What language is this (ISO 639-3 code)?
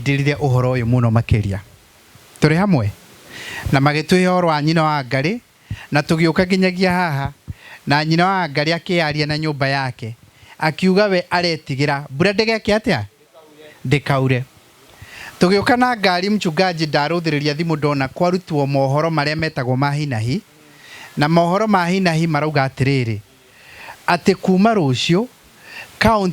kik